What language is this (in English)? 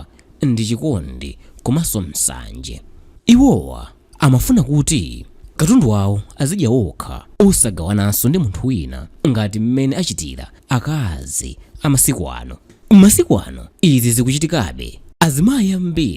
Nyanja